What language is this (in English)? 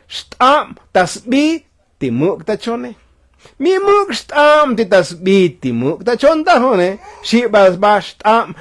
Tzotzil